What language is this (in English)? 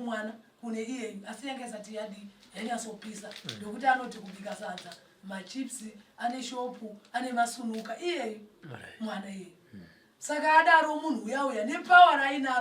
Shona